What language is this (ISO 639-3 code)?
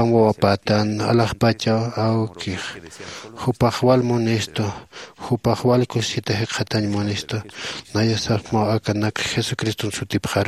aym